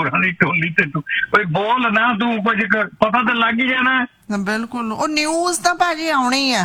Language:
Punjabi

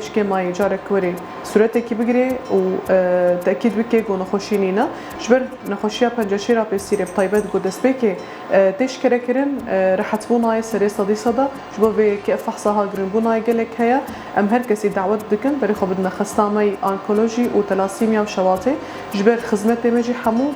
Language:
Kurdish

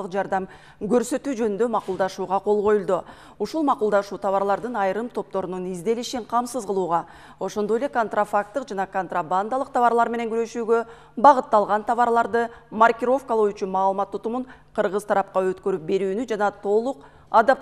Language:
Kyrgyz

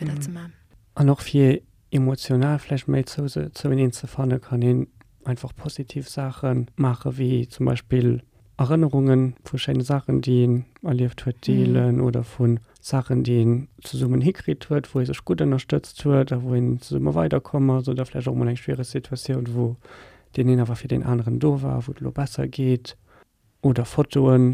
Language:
Luxembourgish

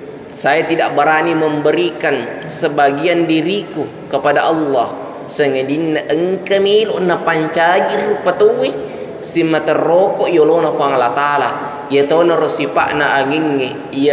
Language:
Buginese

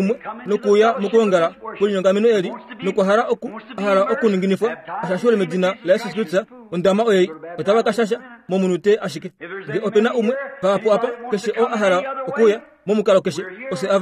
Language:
Kuanyama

